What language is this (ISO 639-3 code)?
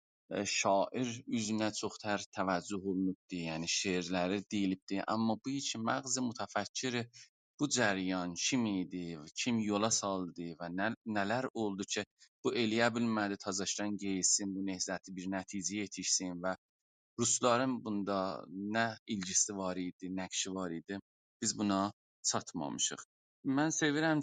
azb